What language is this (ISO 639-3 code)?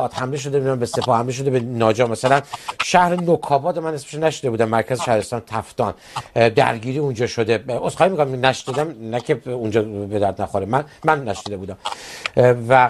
fas